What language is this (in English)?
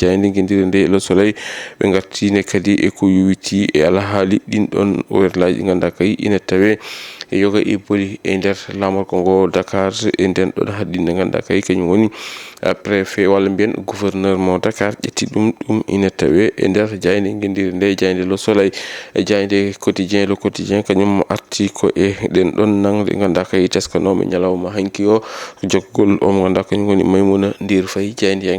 Fula